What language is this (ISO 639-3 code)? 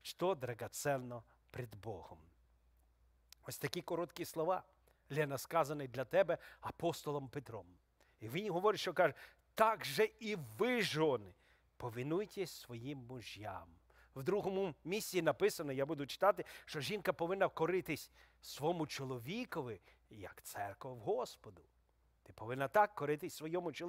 ukr